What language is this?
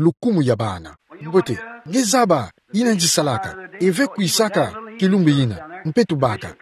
Kituba (Democratic Republic of Congo)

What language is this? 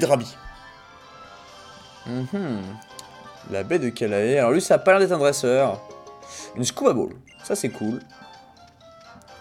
French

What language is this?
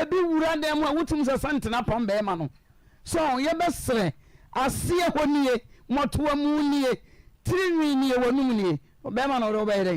Akan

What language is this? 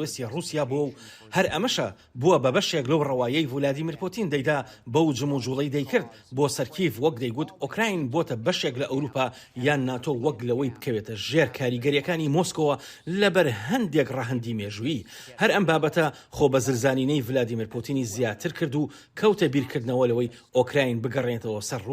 Central Kurdish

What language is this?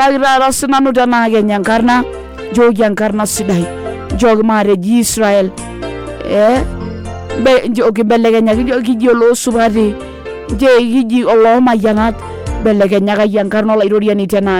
Masai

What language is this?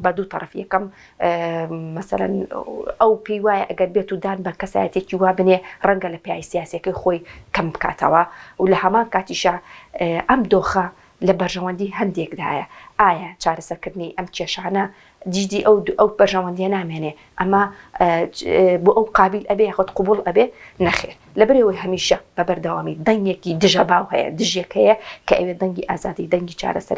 Central Kurdish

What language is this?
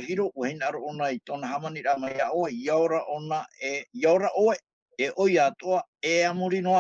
Tahitian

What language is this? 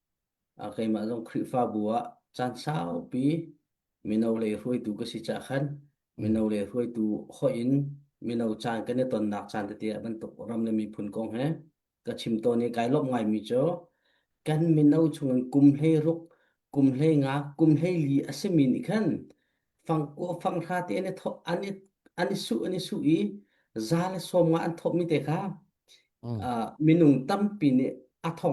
Hakha Chin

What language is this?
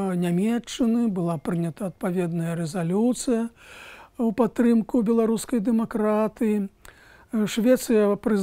Belarusian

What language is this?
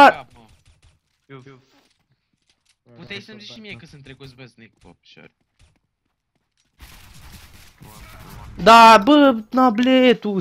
Romanian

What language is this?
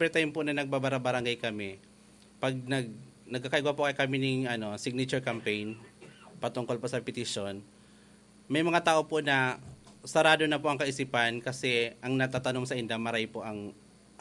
Bikol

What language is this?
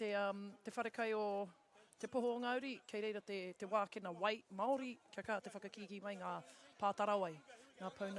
Māori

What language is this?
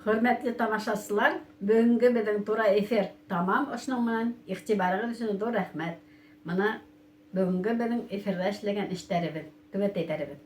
Bashkir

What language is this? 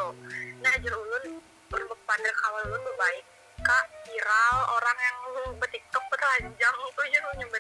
Banjar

